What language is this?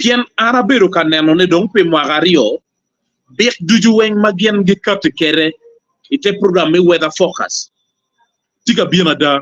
Acoli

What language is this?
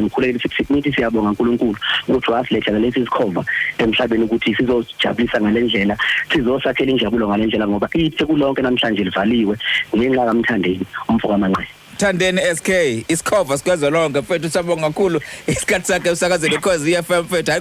Zulu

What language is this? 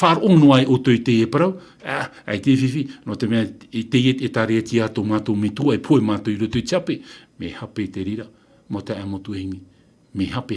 Tahitian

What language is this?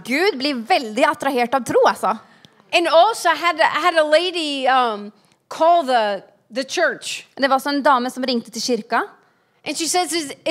Norwegian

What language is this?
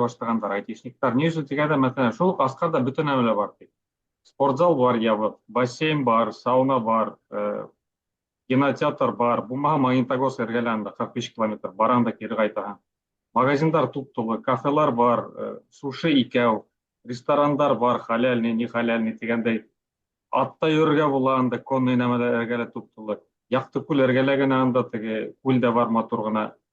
Bashkir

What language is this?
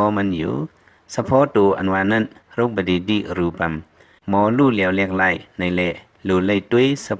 Lao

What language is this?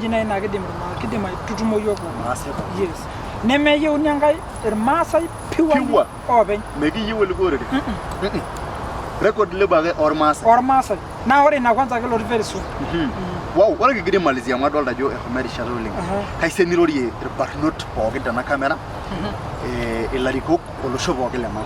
Masai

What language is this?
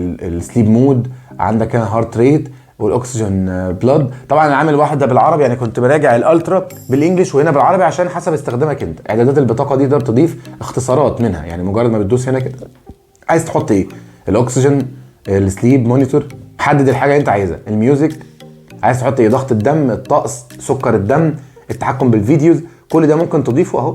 Egyptian Arabic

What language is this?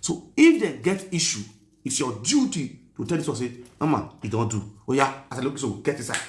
Nigerian Pidgin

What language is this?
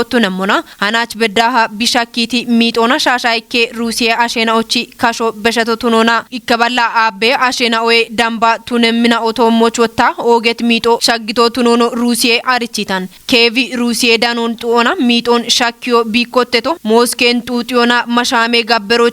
Kafa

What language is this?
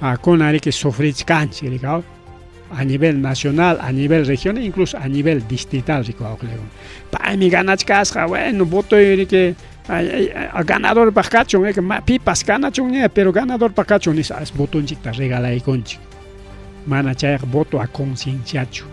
Ayacucho Quechua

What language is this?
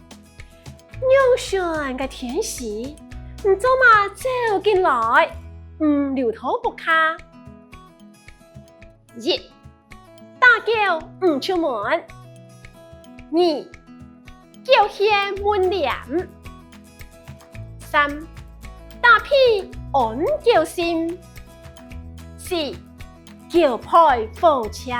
Hakka Chinese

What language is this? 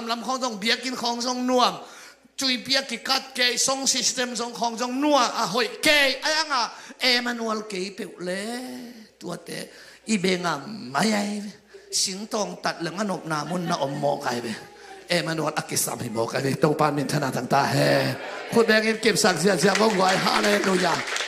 Tedim Chin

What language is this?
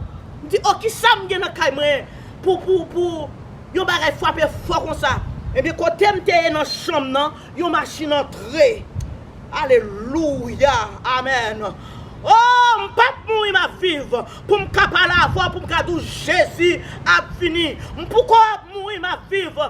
Haitian Creole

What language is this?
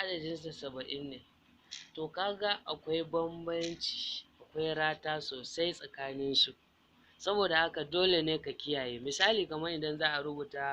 Hausa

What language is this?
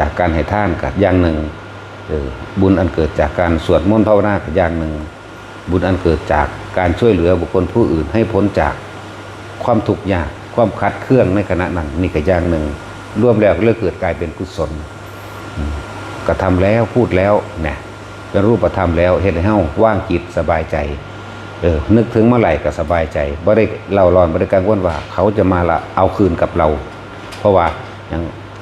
Northeastern Thai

